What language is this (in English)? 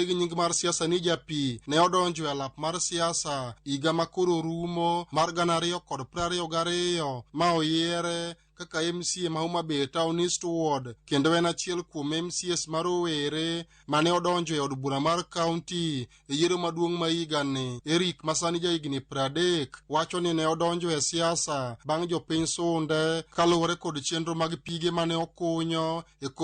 Luo (Kenya and Tanzania)